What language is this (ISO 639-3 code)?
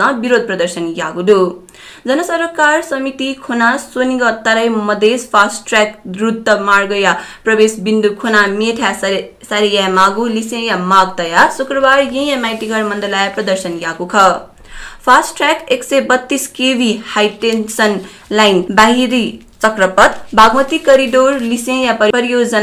new